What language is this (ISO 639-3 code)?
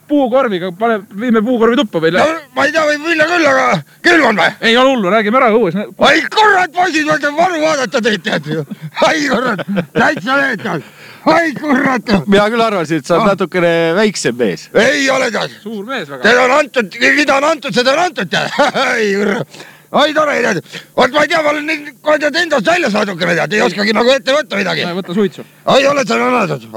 est